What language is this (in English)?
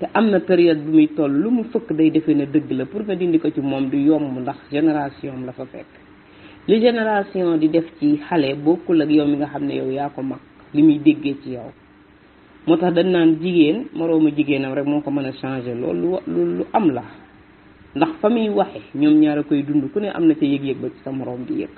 Wolof